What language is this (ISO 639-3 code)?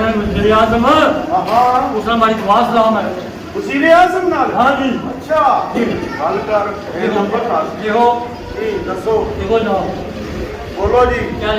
phr